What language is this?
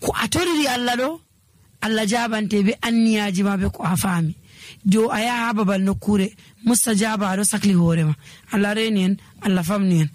Nigerian Fulfulde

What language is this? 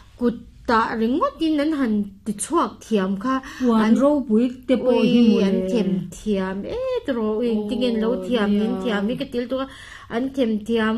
Mizo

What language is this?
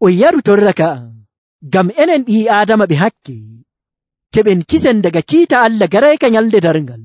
Nigerian Fulfulde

